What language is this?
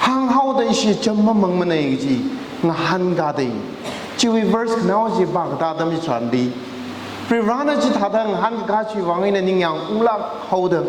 Tangkhul Naga (India)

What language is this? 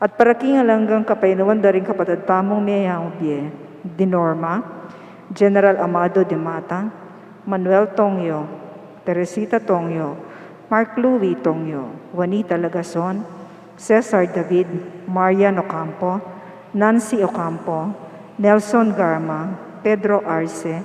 Pampanga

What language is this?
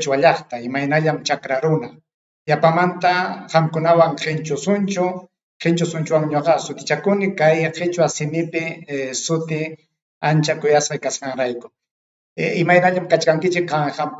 Ayacucho Quechua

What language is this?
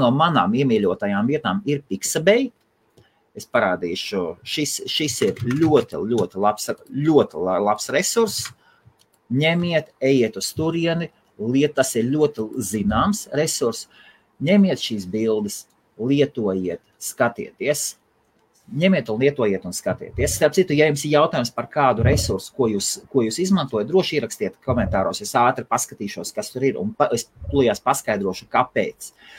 Latvian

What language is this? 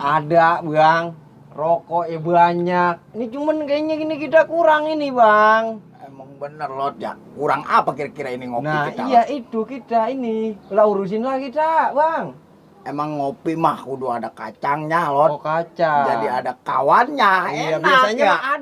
Betawi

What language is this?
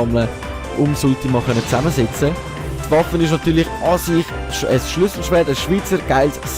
Swiss German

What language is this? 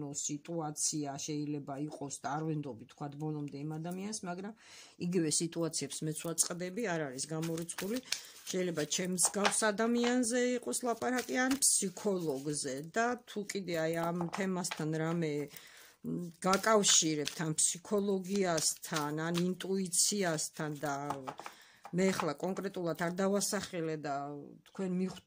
Georgian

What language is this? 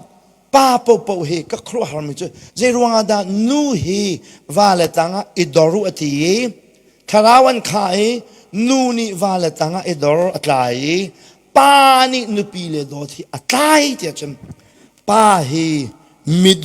Hakha Chin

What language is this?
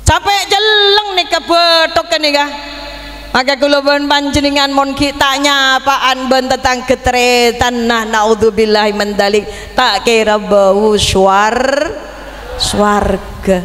Madurese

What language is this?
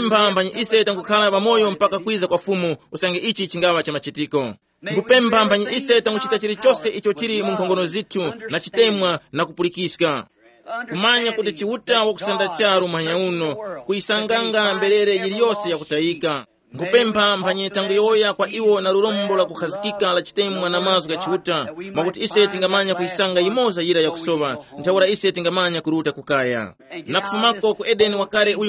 Tumbuka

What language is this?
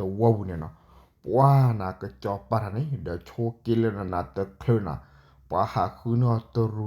S'gaw Karen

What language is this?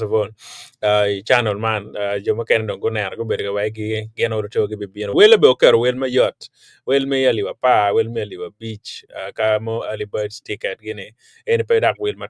Acoli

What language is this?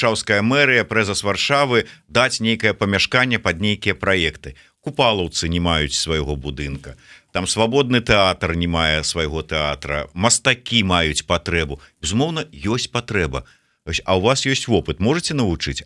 Belarusian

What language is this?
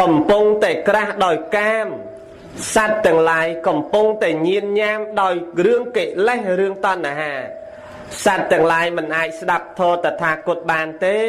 Khmer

